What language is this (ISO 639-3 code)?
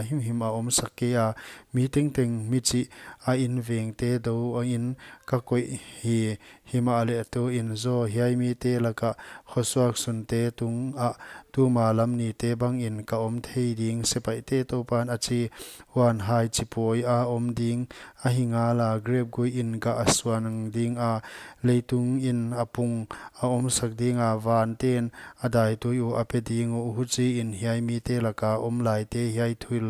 pck